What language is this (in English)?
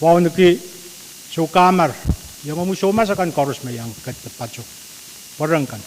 Pohnpeian